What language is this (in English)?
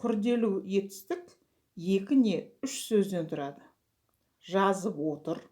Kazakh